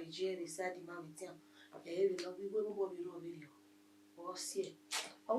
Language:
Bini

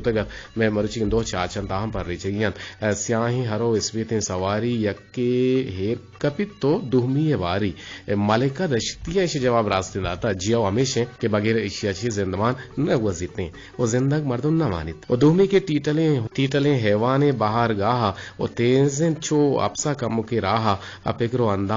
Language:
Eastern Balochi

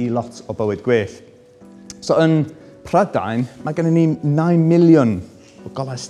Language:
Welsh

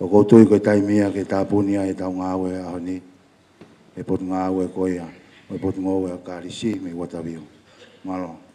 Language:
Tongan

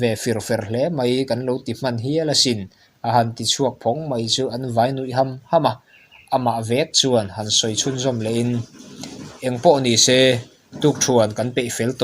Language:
Mizo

